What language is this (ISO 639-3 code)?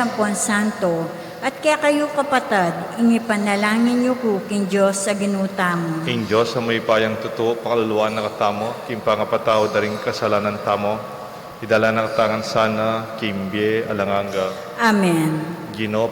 pam